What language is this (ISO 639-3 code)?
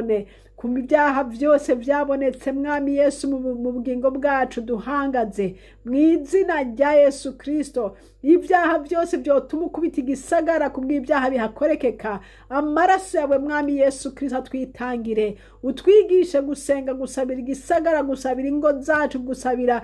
run